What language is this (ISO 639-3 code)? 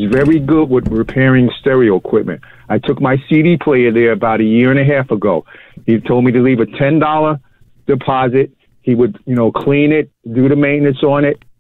eng